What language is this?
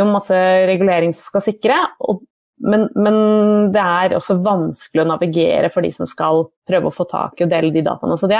Norwegian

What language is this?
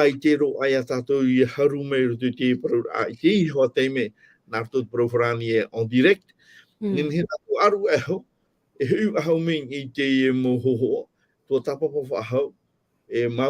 Tahitian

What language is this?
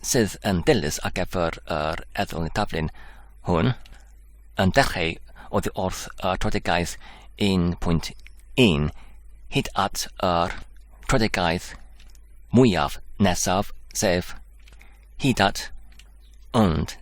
Welsh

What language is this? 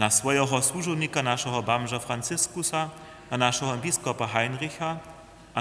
Upper Sorbian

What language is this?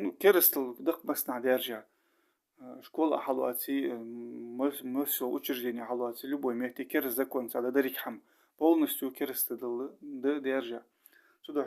Ingush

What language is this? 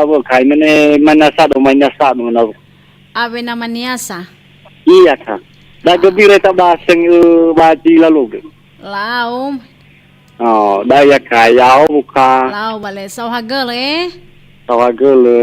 Nias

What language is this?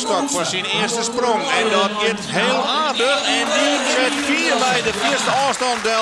Western Frisian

